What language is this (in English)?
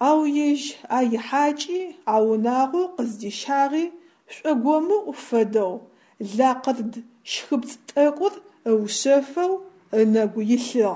Adyghe